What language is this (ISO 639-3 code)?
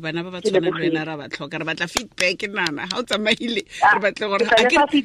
tsn